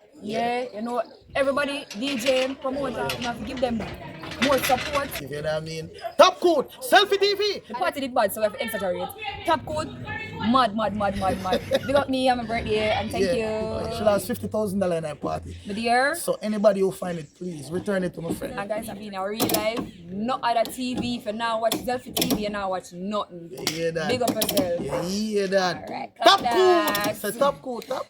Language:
Jamaican Creole English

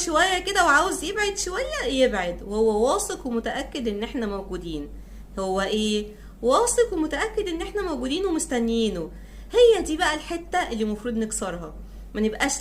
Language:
Egyptian Arabic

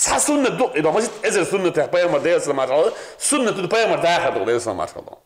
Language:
Chechen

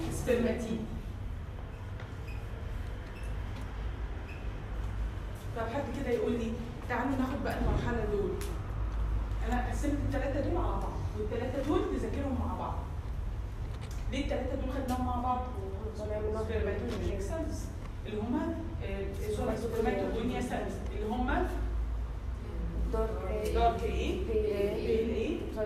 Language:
Egyptian Arabic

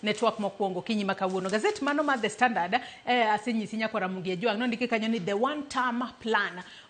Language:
Luo (Kenya and Tanzania)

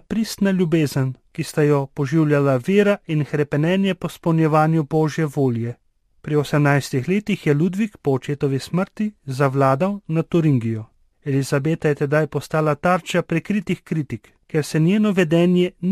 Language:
Slovenian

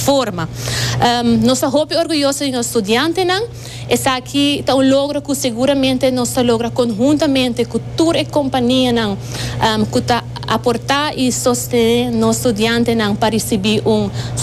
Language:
Papiamento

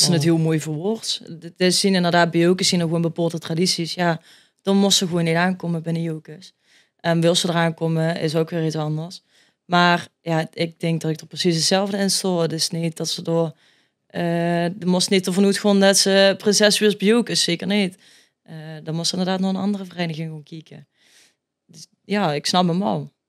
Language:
Limburgish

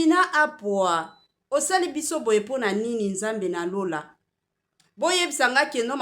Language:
Lingala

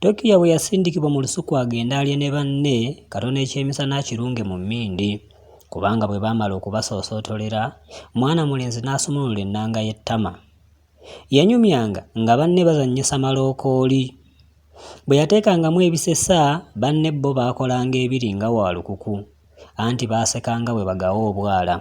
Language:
Ganda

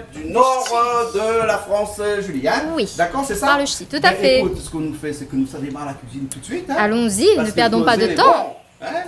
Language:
Réunion Creole French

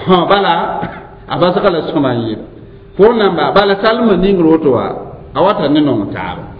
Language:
Mossi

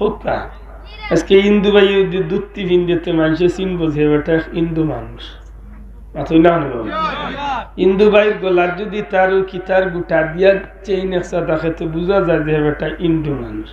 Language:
Sylheti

